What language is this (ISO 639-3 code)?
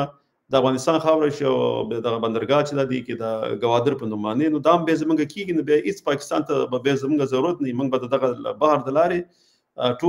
pus